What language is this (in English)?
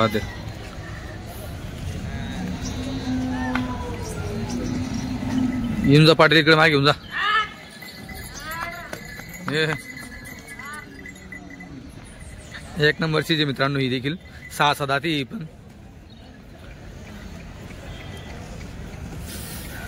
Marathi